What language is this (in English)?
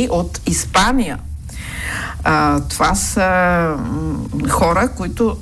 Bulgarian